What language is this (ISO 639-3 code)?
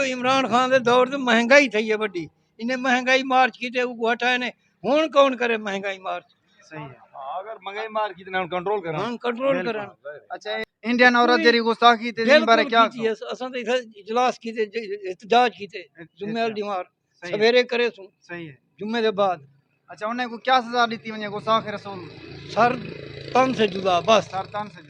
skr